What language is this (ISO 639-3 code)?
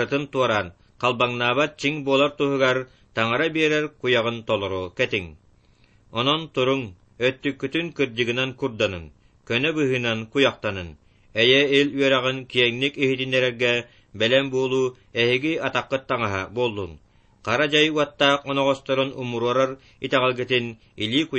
sah